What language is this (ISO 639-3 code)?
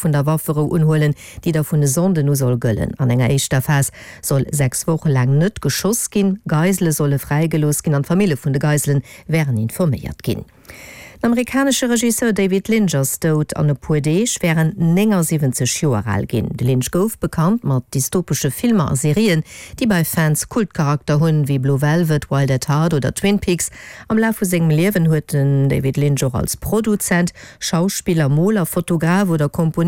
ltz